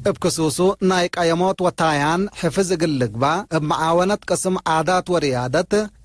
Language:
Tigre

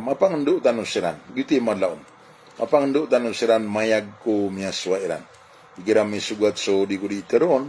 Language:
Maranao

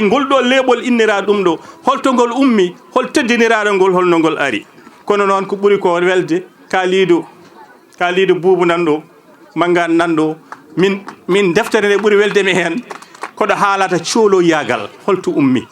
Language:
Fula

